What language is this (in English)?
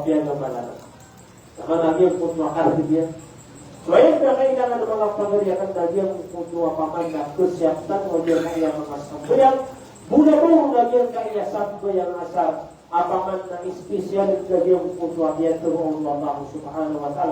Maranao